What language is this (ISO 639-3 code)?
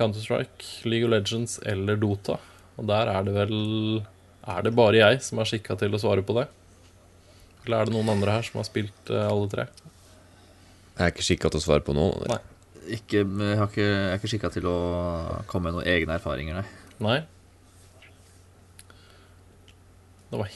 nor